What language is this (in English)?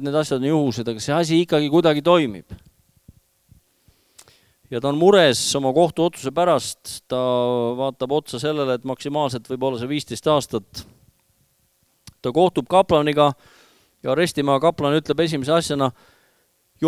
Estonian